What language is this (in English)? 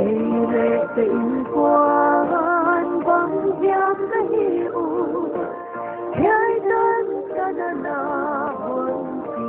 Paite Chin